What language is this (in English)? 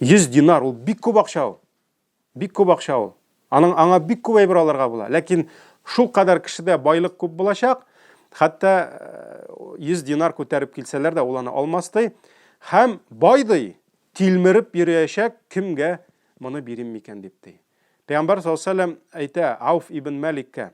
Tatar